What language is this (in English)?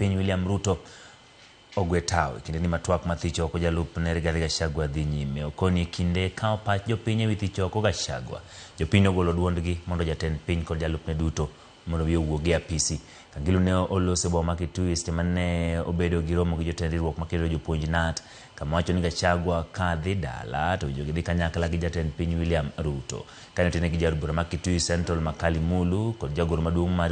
Luo (Kenya and Tanzania)